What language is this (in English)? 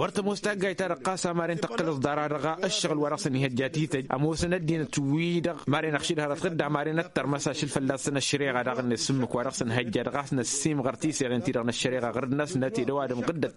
Tamasheq